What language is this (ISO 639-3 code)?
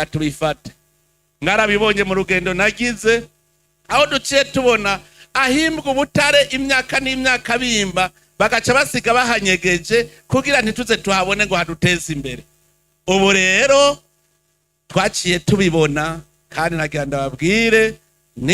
run